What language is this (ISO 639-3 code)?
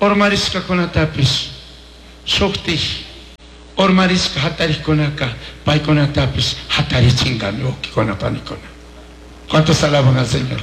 qug